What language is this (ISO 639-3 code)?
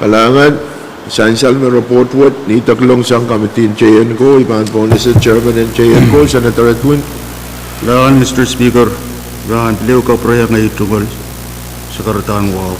pon